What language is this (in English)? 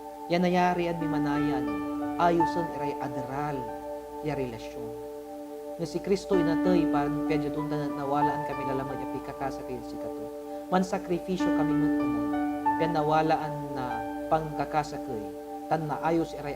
Pangasinan